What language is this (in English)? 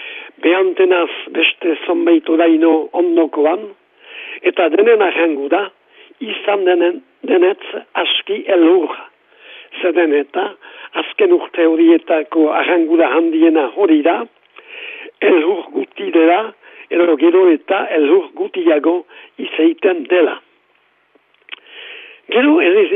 Basque